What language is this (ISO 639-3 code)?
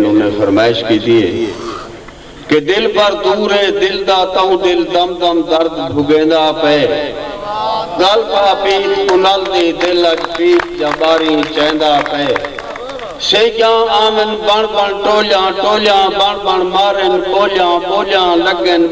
skr